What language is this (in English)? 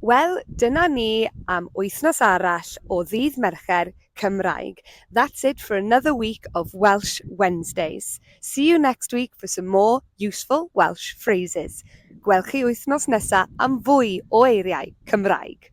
Welsh